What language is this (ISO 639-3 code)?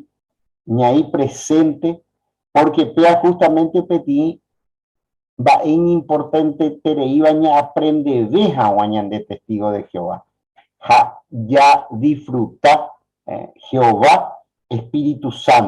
grn